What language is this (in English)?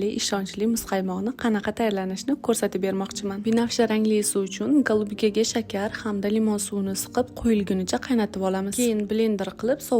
Uzbek